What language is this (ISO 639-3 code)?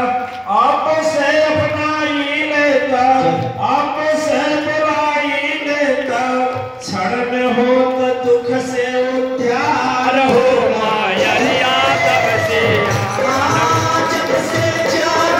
bho